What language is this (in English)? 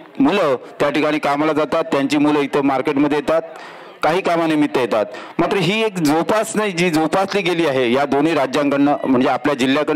Marathi